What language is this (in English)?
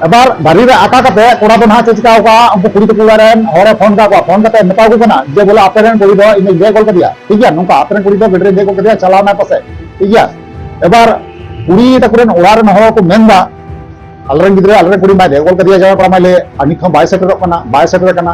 Santali